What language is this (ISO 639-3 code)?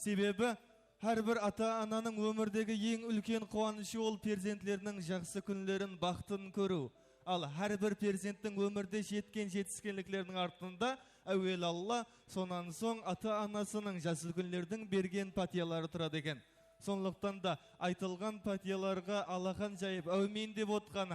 kaa